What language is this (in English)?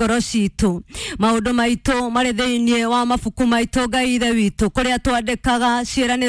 Kikuyu